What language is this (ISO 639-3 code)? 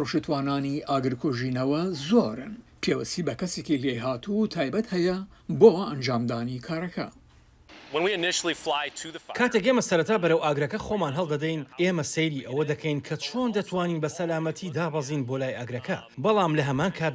ckb